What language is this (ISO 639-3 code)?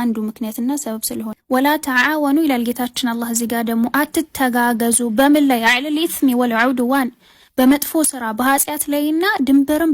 amh